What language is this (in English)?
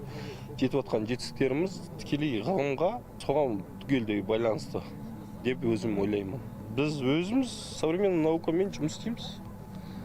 Kazakh